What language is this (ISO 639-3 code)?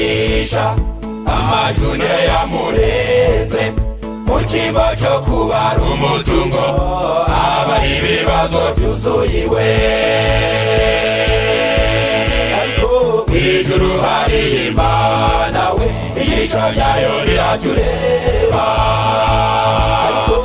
kin